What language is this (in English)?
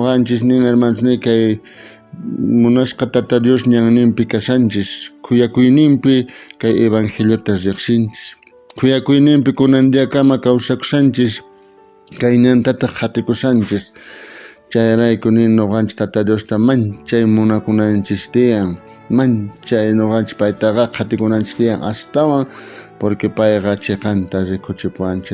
South Bolivian Quechua